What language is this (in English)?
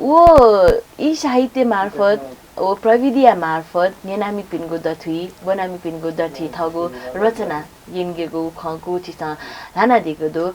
Newari